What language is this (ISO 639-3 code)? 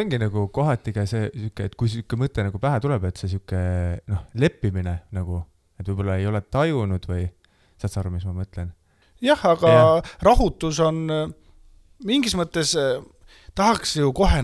est